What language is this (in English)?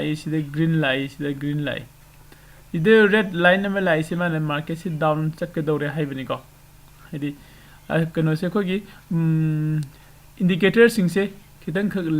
Manipuri